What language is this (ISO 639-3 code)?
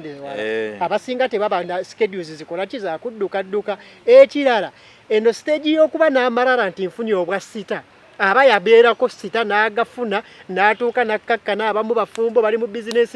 lug